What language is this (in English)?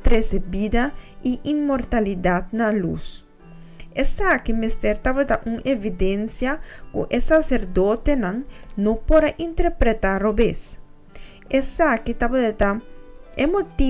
Papiamento